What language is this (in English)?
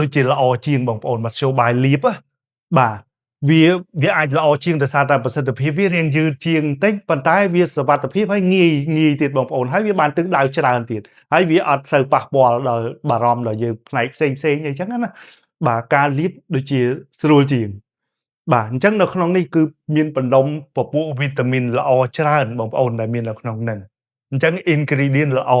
Khmer